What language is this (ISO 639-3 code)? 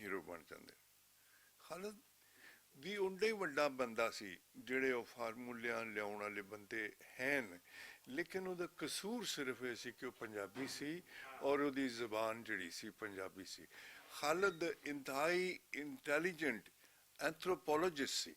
lah